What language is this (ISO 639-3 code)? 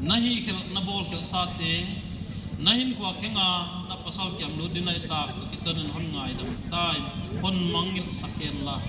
pck